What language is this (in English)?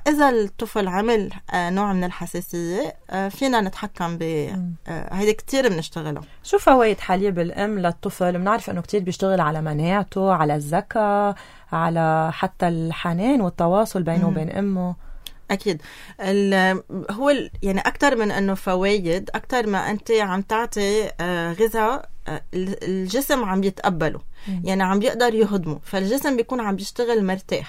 North Levantine Arabic